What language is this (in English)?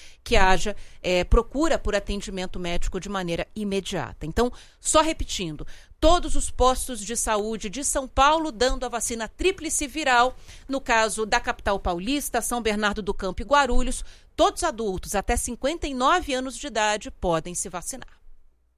Portuguese